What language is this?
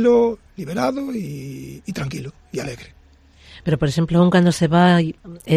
Galician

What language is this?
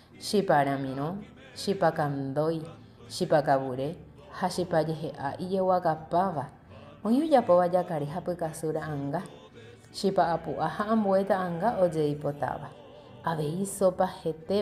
Guarani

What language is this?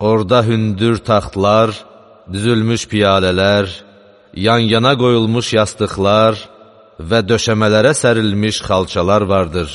Azerbaijani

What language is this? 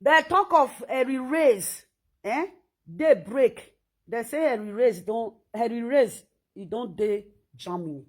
Nigerian Pidgin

